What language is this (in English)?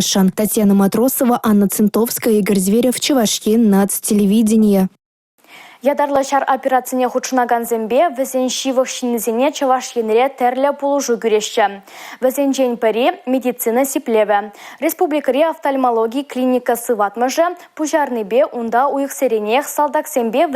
Chuvash